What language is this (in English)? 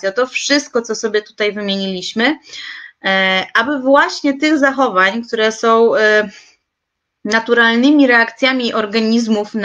Polish